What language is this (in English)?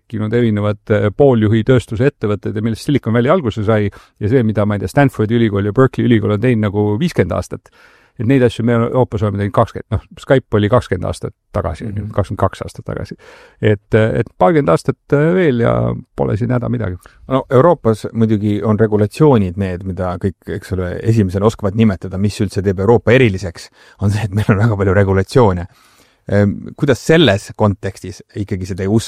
Estonian